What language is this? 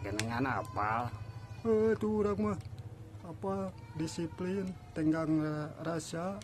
Sundanese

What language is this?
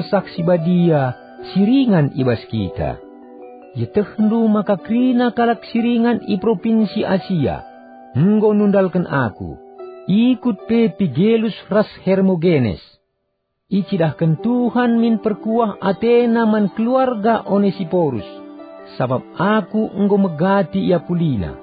Batak Karo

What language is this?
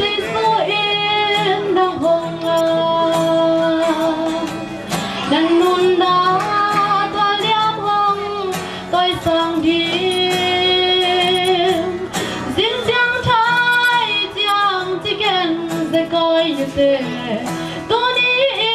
Tedim Chin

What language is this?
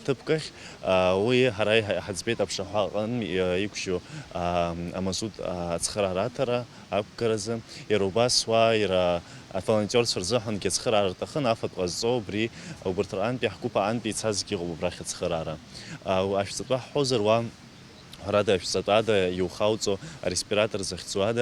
Abkhazian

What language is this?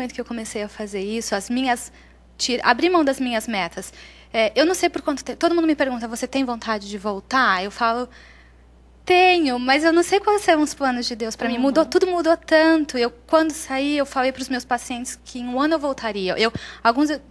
Portuguese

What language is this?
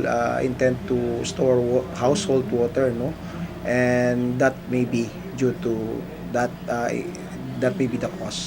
Chavacano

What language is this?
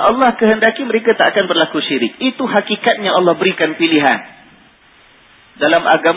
Malay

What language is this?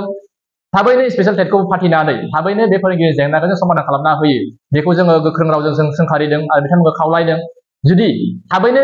Bodo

